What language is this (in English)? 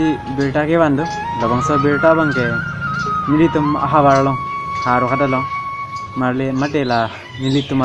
Karbi